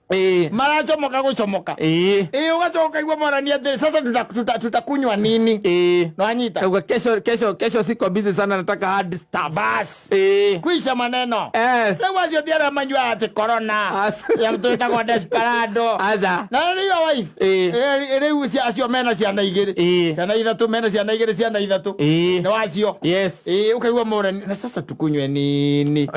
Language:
Kikuyu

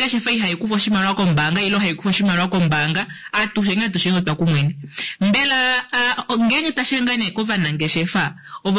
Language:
Kuanyama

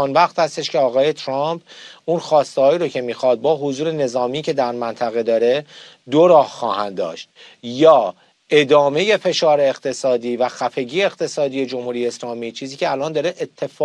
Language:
Persian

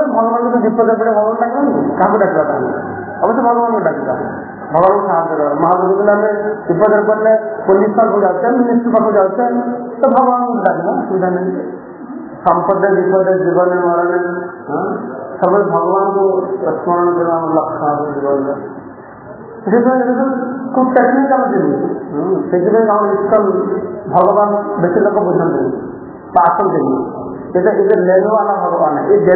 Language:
Odia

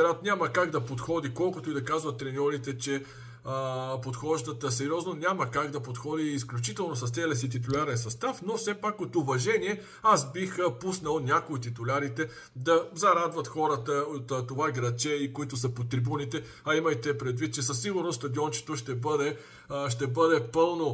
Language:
Bulgarian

